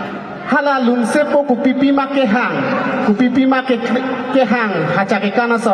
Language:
Karbi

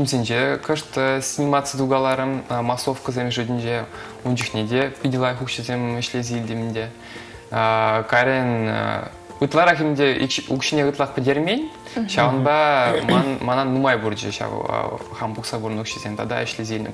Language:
Chuvash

